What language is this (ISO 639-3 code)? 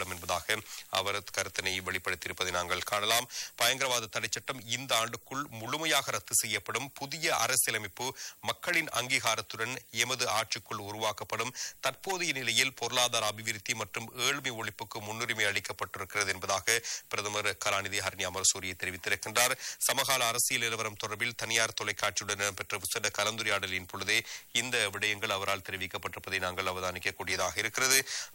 tam